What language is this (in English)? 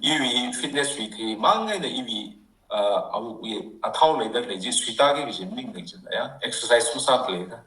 Tangkhul Naga (India)